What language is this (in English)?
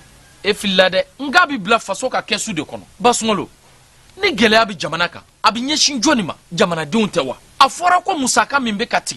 Bambara